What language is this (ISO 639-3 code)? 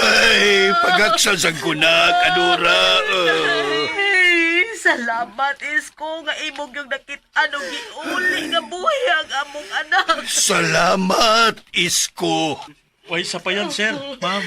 ceb